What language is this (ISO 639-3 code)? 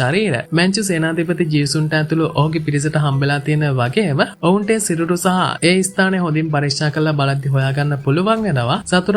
sin